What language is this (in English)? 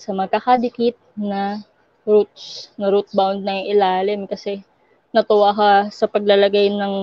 Filipino